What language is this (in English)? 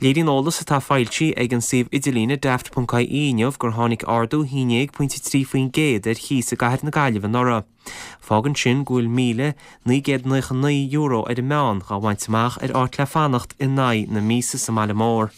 Irish